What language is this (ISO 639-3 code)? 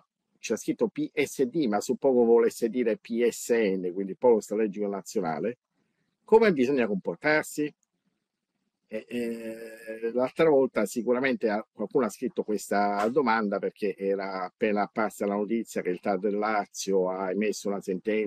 ita